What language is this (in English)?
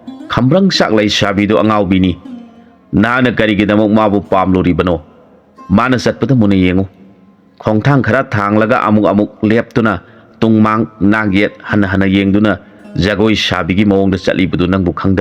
Manipuri